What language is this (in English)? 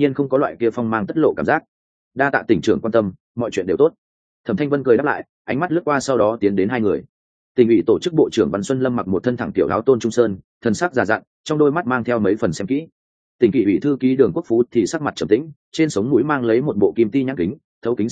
Vietnamese